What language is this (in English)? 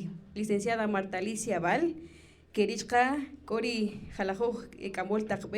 Kaqchikel